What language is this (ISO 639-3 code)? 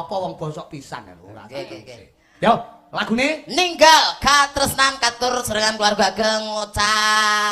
jav